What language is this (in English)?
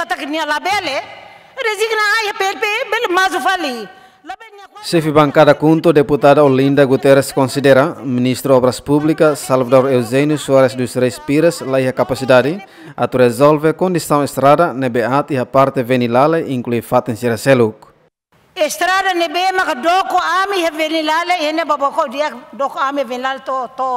Tetum